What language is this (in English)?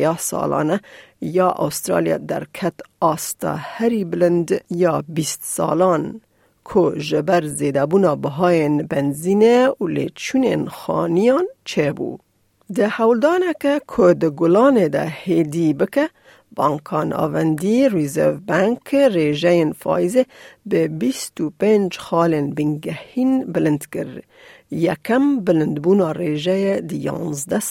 Kurdish